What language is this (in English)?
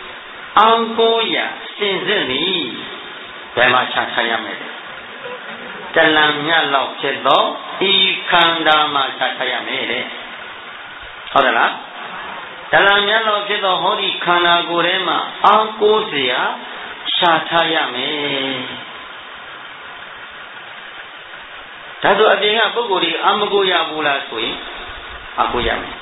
Burmese